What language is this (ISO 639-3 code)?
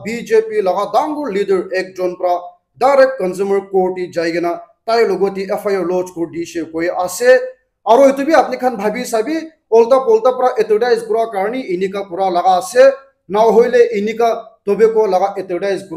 nag